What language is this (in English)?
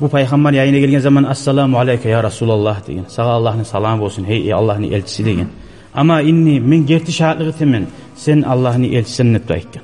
Kumyk